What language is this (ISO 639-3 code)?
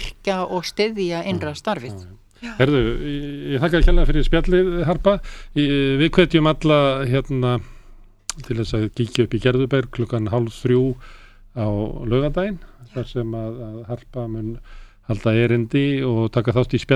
isl